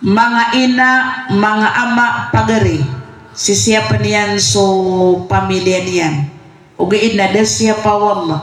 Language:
Maranao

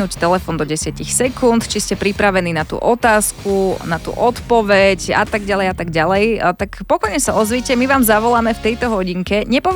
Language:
Slovak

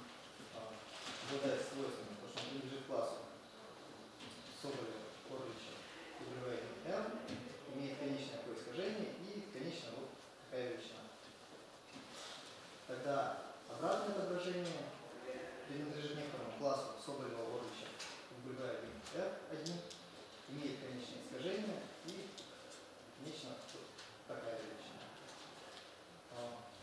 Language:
Russian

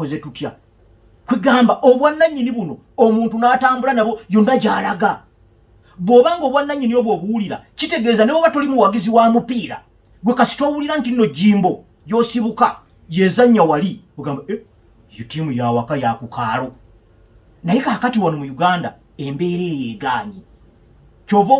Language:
Ganda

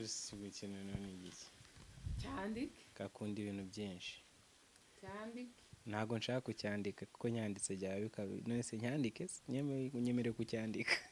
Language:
Kinyarwanda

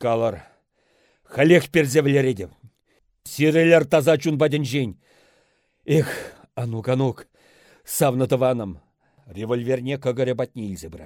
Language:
Chuvash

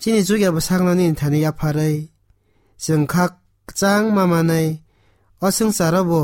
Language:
Kok Borok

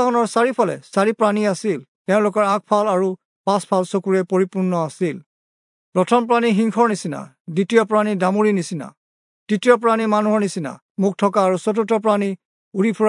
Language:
Assamese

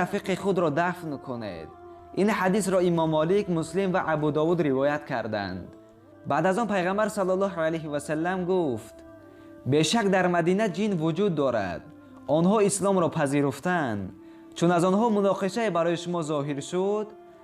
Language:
Tajik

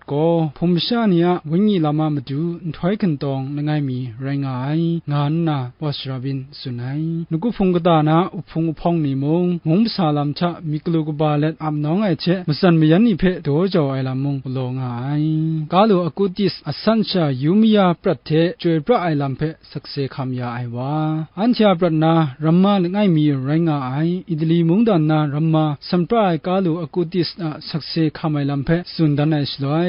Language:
Kachin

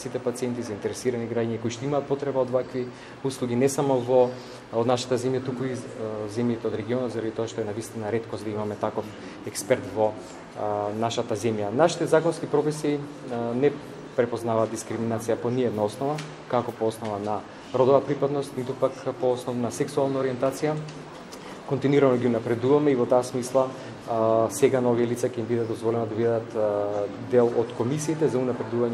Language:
Macedonian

